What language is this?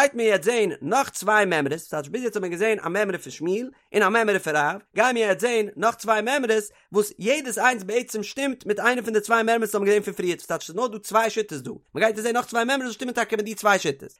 Yiddish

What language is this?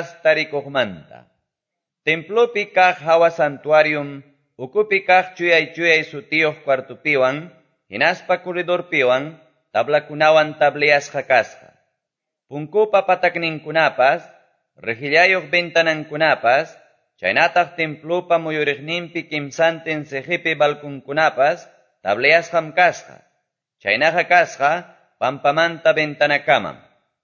Quechua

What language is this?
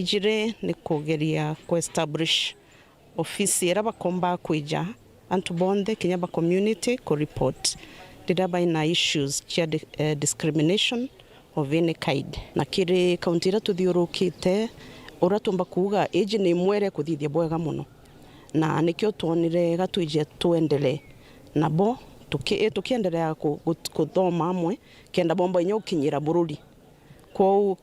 Meru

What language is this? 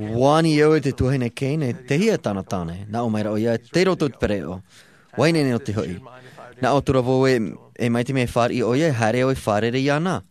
Tahitian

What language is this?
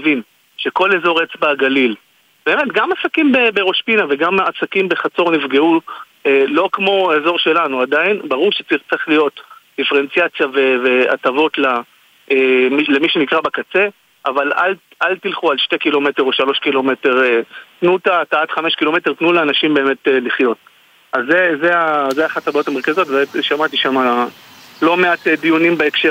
Hebrew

